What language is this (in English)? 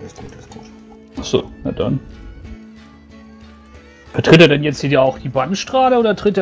German